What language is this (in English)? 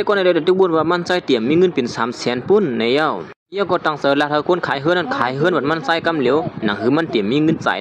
Shan